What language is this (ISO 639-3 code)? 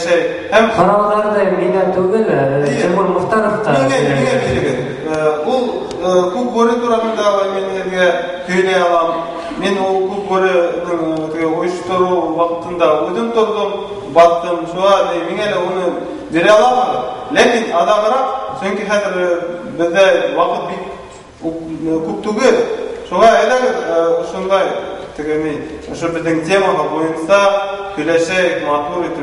bak